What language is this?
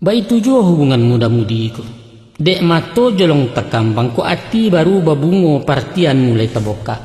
Minangkabau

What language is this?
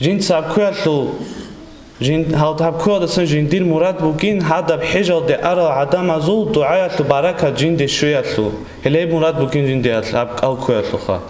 Avaric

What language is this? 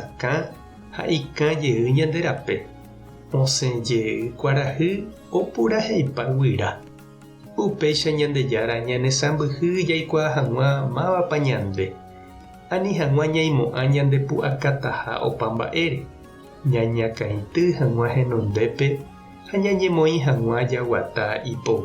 Guarani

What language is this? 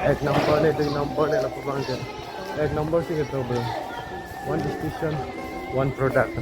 Karbi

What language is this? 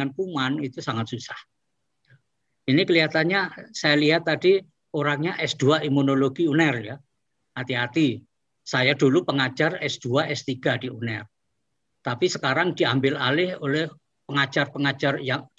Indonesian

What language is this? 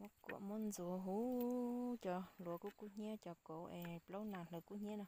Hmong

